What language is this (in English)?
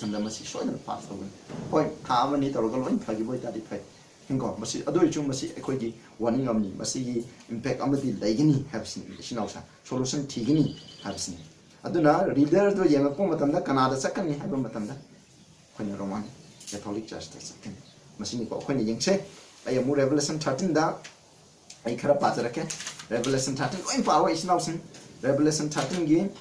Manipuri